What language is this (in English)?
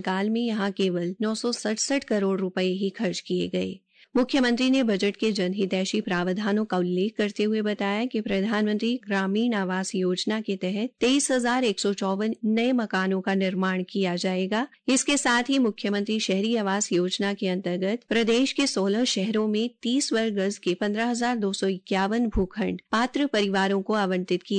Hindi